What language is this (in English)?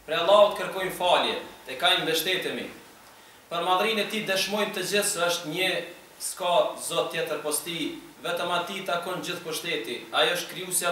Albanian